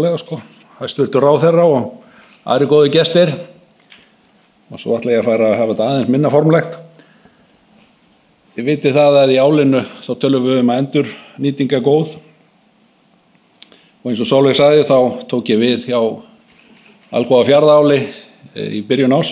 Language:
Icelandic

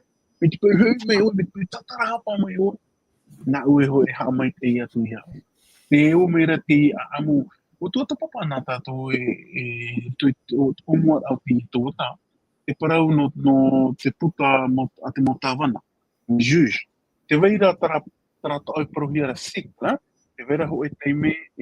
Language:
Tahitian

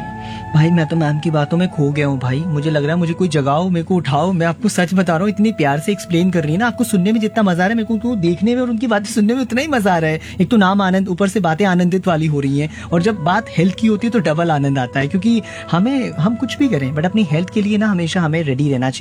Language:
Hindi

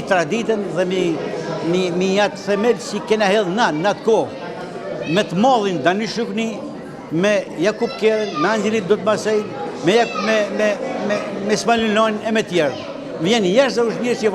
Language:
Albanian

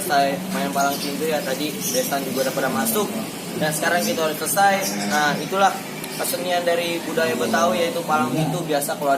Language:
Betawi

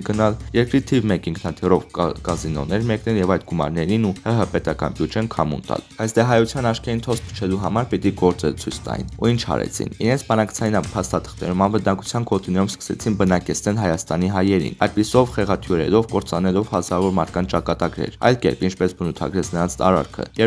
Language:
Armenian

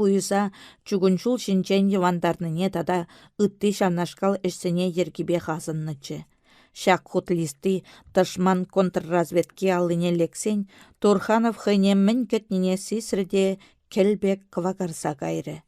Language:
Chuvash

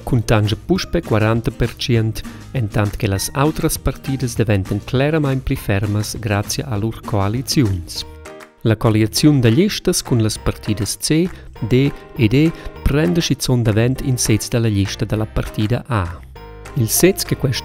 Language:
Romansh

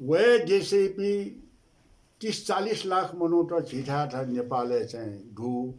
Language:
Newari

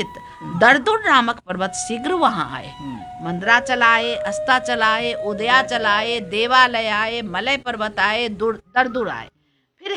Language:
Hindi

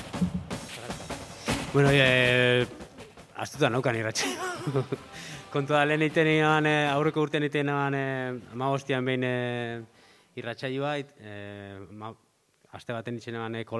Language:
Basque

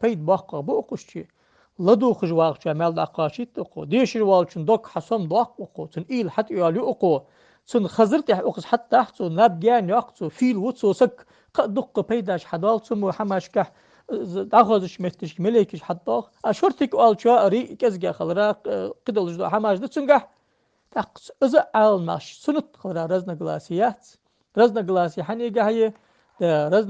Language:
Ingush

